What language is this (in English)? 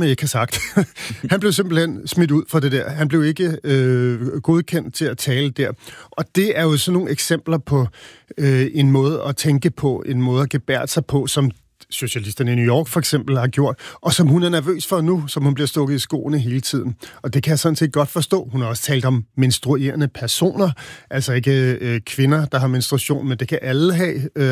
Danish